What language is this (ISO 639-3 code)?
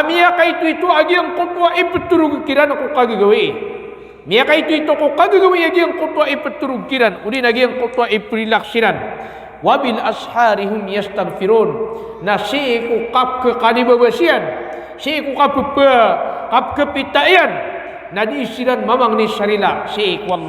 mrw